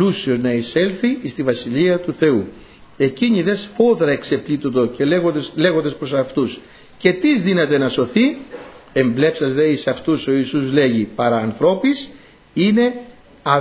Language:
Greek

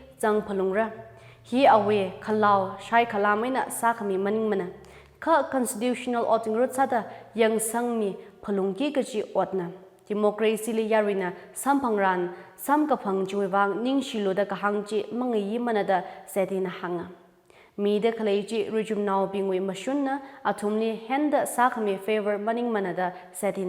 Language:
Tangkhul Naga (India)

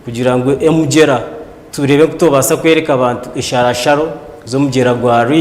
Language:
Nyankole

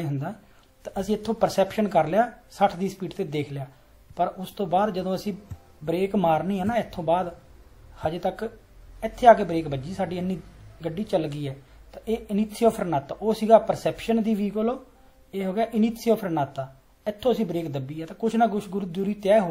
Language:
Punjabi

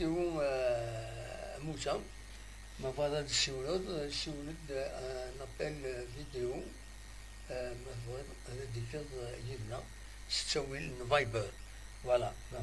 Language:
Kabyle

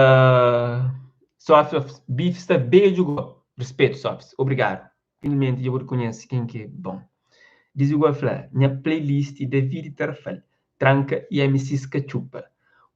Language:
Kabuverdianu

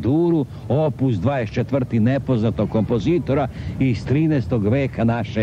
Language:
Serbian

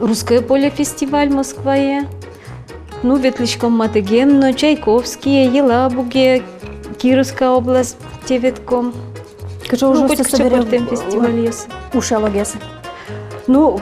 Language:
Udmurt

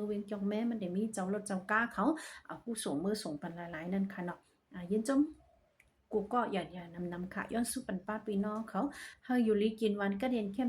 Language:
Shan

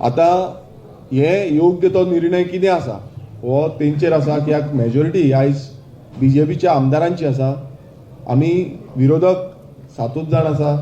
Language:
Konkani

